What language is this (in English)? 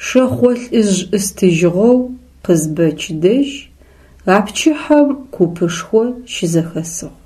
Adyghe